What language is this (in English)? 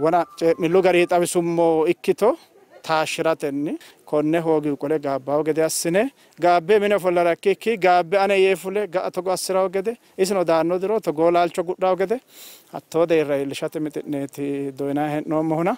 Sidamo